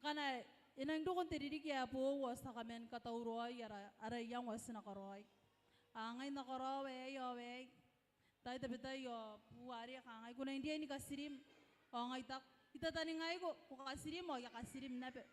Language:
Gilbertese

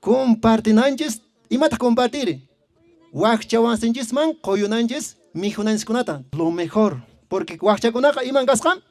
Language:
Quechua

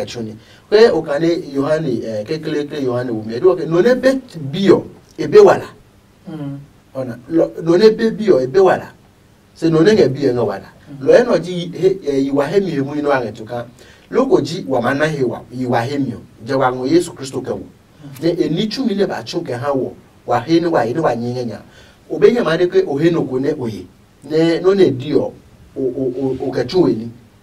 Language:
Adangme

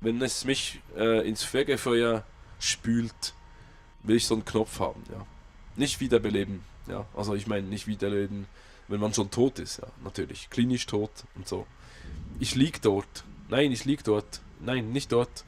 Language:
Swiss German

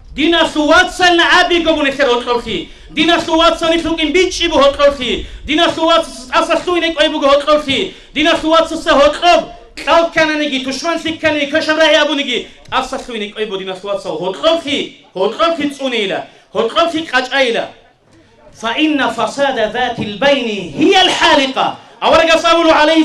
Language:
Avaric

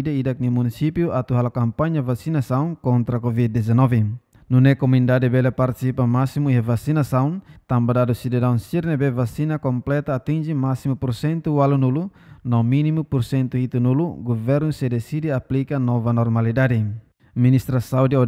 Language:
Tetum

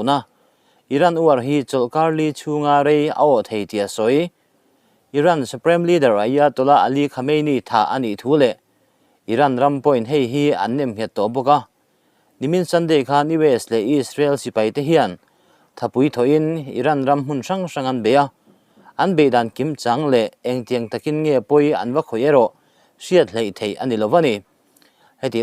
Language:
Mizo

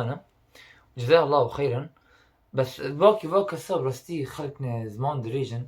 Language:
Kurdish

